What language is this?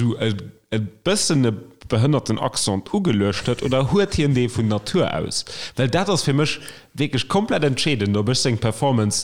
Luxembourgish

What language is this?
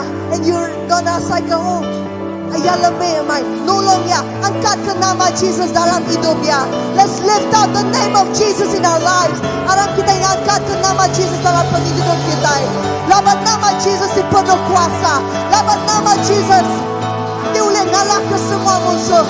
Iban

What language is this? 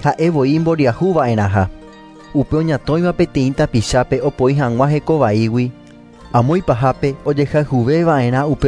Guarani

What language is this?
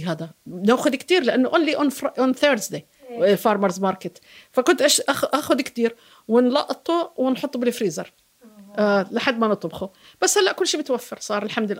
North Levantine Arabic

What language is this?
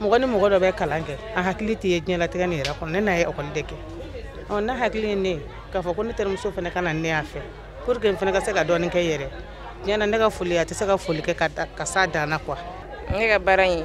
Bambara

